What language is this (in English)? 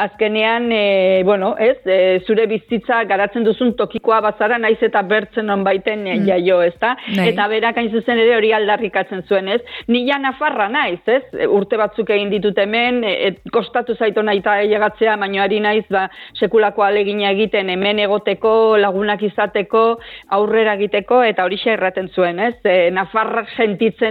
Basque